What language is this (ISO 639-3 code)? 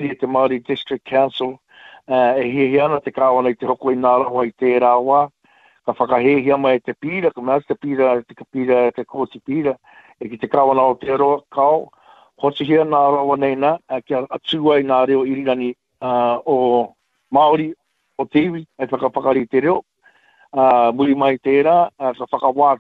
mri